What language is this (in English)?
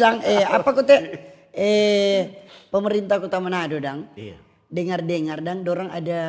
Manado Malay